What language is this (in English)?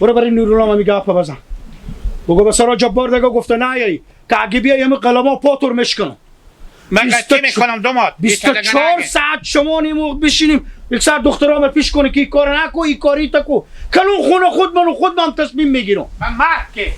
Hazaragi